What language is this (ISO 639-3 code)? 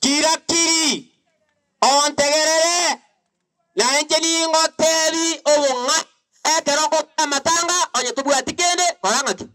guz